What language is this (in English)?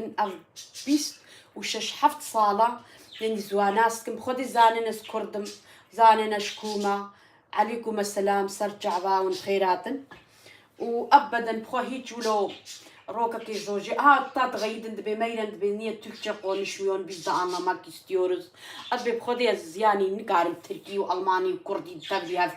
Kurdish